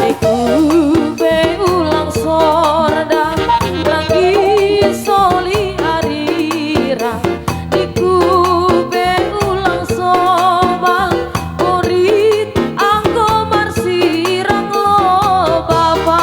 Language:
Batak Simalungun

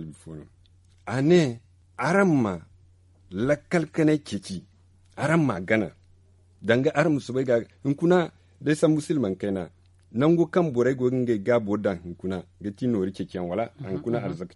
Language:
Zarma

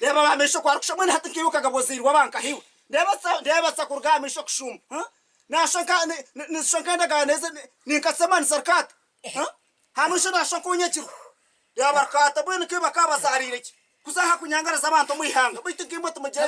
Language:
Nyankole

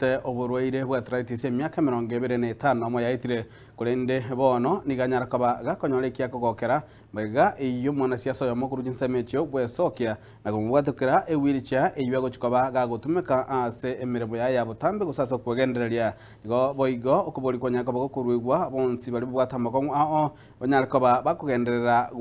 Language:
Gusii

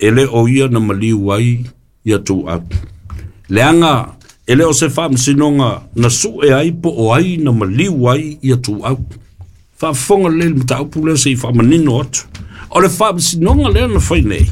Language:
Samoan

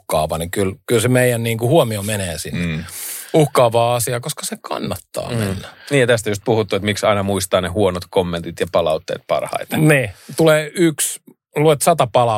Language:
Finnish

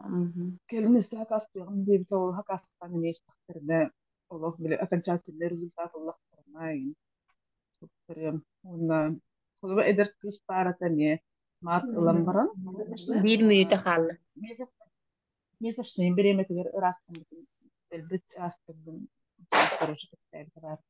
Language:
Yakut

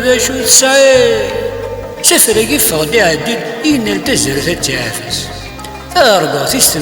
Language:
Kabyle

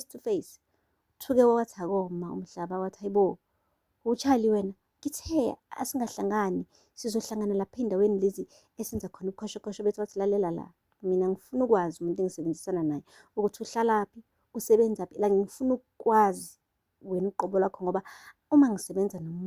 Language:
Zulu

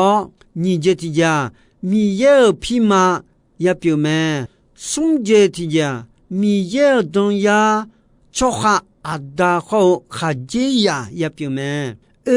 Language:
Akha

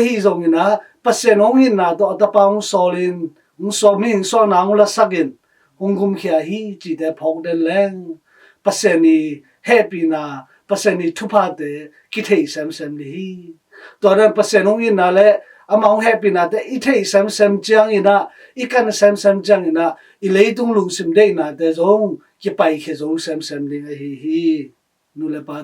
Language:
Tedim Chin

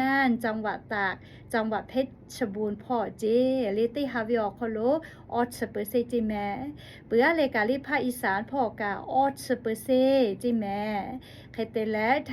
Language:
Lahu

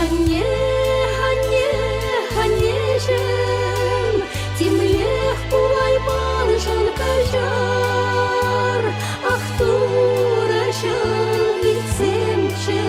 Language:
Chuvash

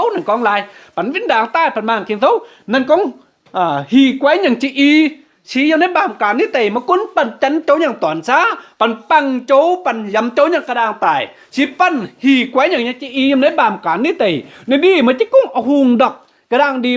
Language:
Kim Mun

